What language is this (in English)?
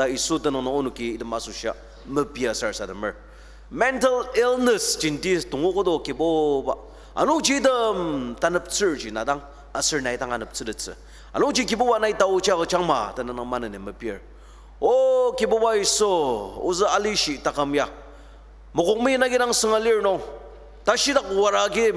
Ao Naga